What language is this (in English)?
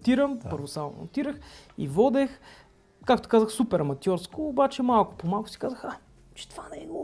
Bulgarian